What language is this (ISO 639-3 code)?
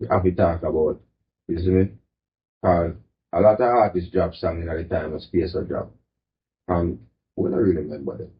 jam